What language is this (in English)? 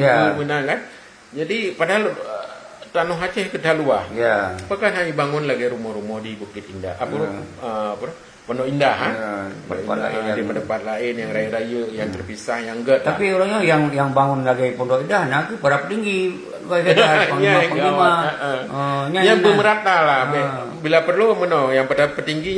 Achinese